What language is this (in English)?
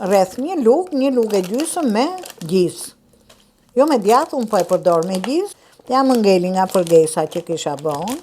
Albanian